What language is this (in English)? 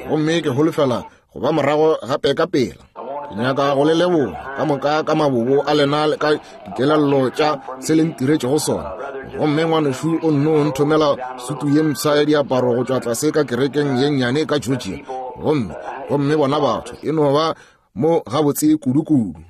Northern Sotho